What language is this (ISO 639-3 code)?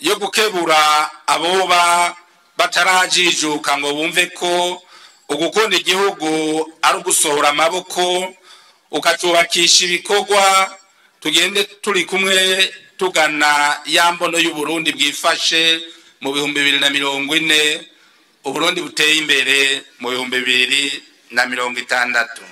run